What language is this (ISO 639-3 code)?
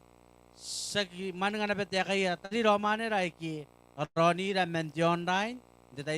gil